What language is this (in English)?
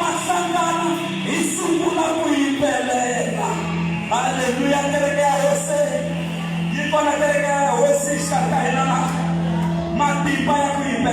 Tsonga